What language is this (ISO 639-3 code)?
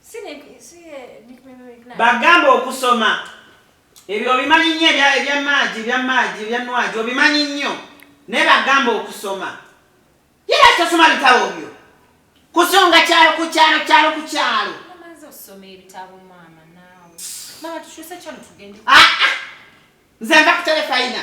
lug